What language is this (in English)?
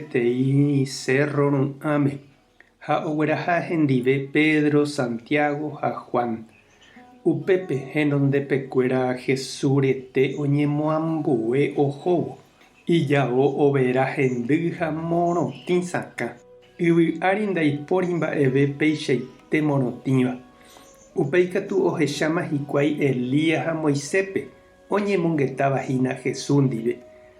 Guarani